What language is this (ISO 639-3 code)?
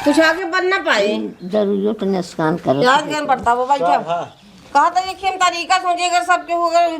awa